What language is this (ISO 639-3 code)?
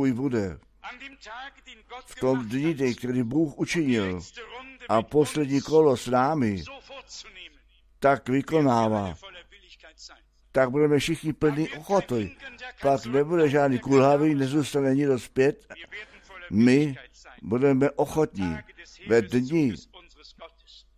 ces